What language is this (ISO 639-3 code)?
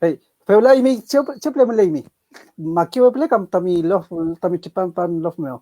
arn